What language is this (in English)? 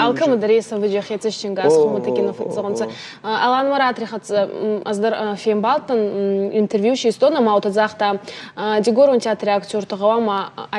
Ossetic